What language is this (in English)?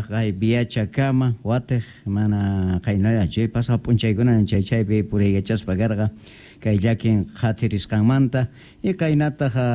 South Bolivian Quechua